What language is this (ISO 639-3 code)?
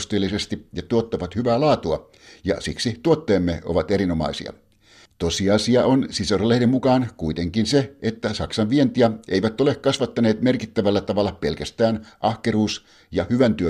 fin